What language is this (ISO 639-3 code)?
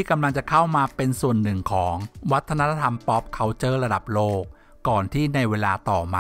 tha